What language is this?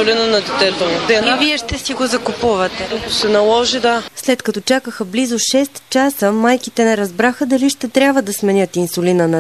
Bulgarian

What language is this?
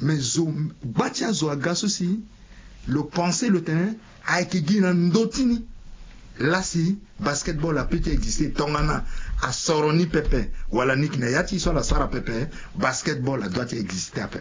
Sango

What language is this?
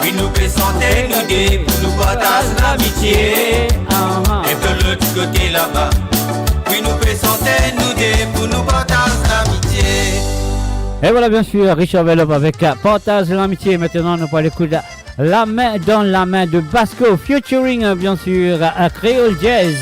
Morisyen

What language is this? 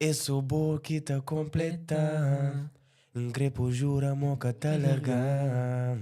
Kabuverdianu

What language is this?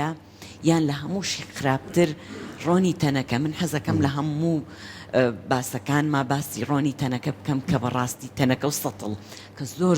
Central Kurdish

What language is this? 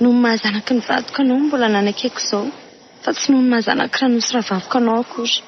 Malagasy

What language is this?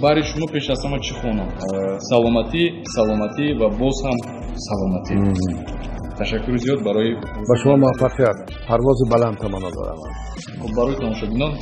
Tajik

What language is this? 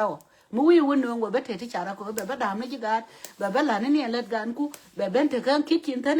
Nuer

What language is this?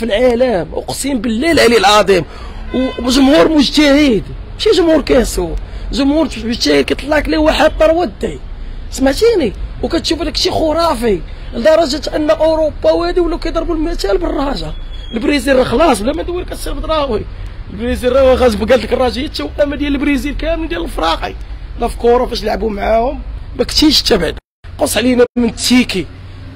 Moroccan Arabic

